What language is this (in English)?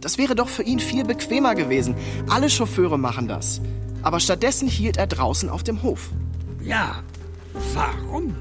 Swiss German